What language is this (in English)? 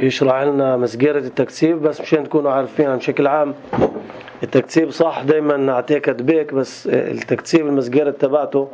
North Levantine Arabic